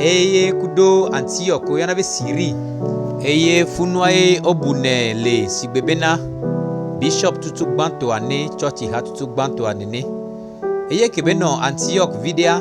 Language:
Gen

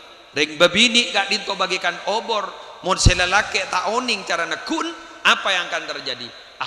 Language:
Madurese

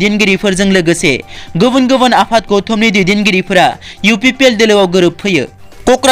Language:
Bodo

